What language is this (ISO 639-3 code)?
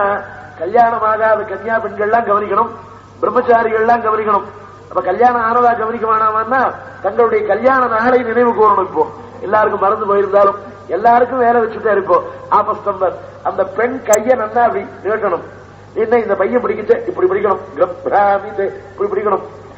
tam